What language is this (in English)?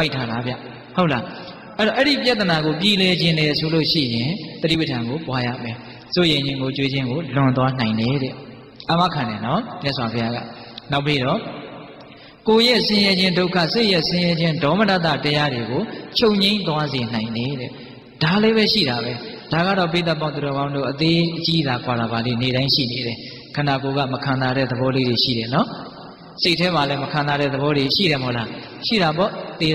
Burmese